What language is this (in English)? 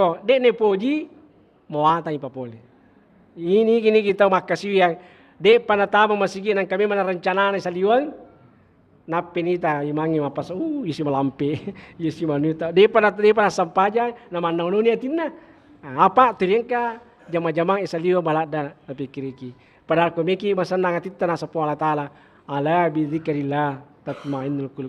Buginese